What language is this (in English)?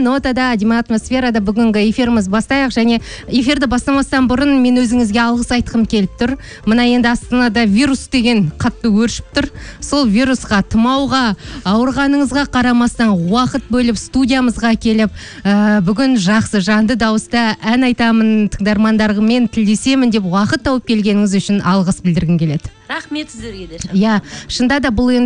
Kazakh